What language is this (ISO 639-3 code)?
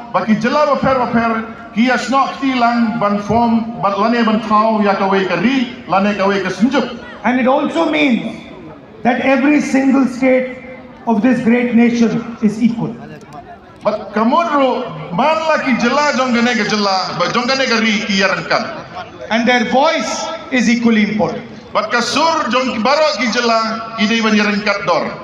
kha